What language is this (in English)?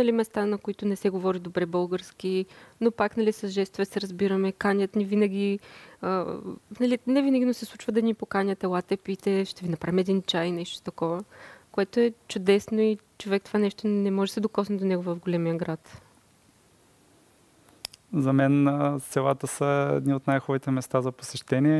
Bulgarian